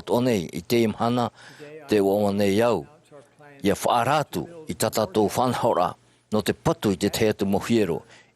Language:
Tahitian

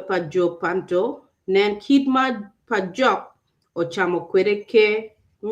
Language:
Acoli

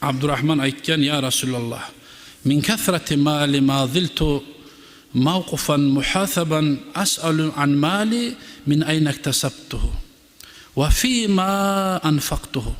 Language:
Kumyk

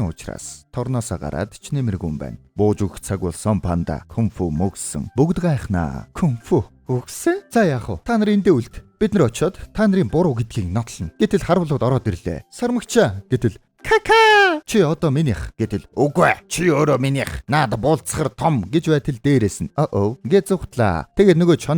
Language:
Mongolian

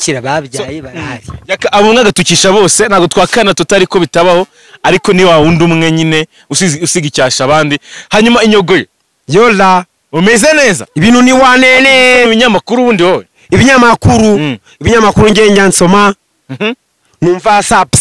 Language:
Kinyarwanda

